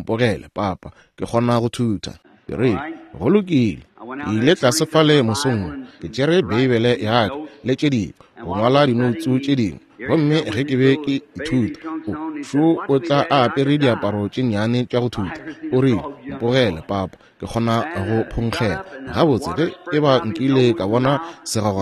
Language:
Northern Sotho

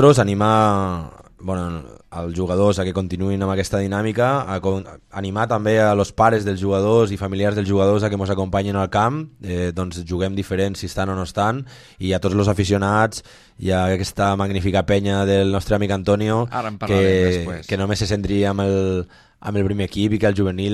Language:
Catalan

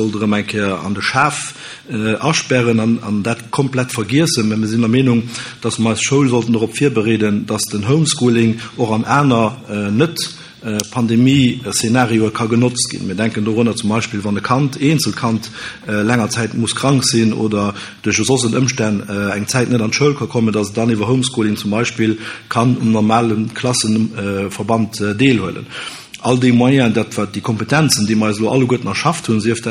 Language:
Luxembourgish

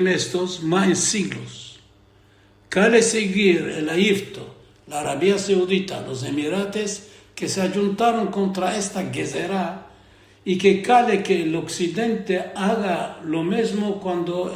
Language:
Ladino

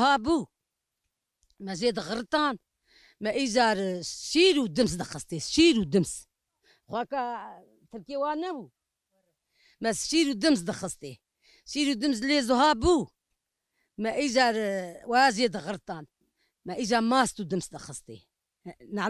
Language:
Kurdish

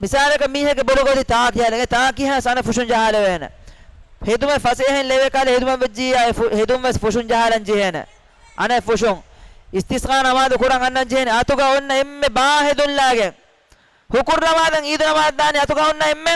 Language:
Divehi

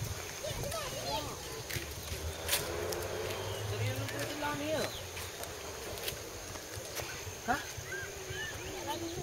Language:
Malay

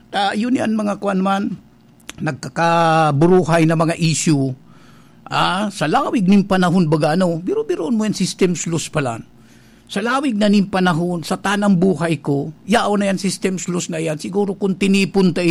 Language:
Bikol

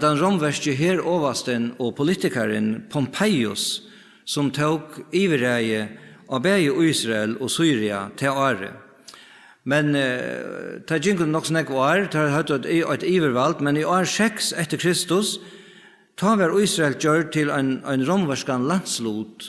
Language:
Faroese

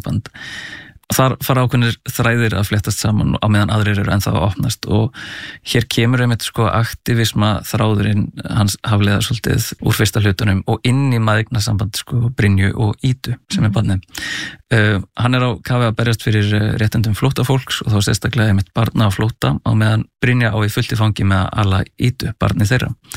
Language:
Icelandic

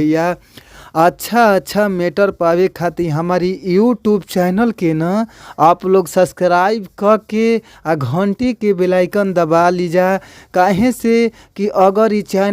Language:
Bhojpuri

